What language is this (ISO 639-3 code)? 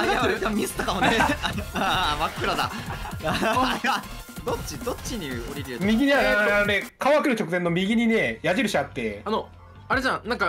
jpn